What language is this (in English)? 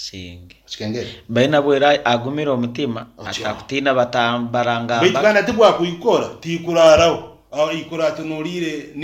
Nyankole